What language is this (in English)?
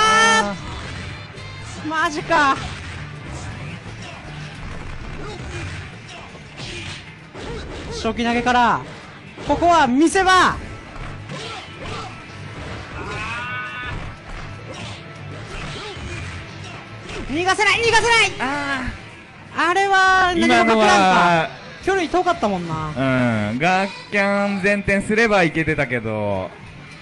Japanese